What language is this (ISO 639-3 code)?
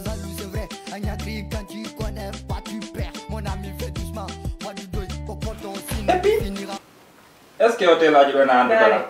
fuf